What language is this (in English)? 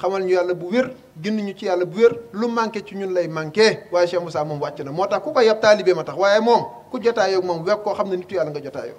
Wolof